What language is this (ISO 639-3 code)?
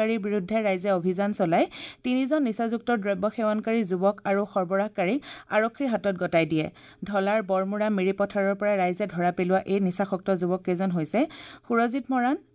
asm